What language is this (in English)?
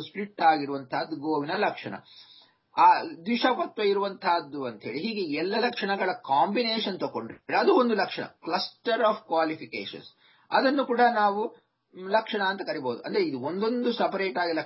Kannada